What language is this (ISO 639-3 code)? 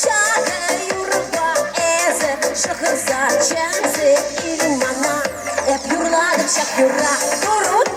chv